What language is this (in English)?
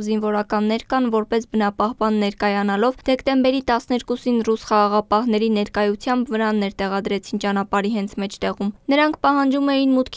Armenian